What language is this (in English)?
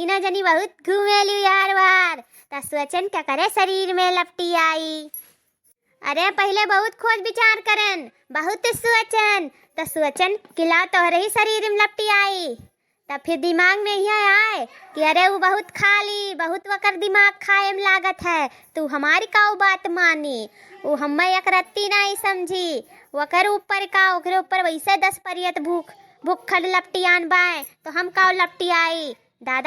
Awadhi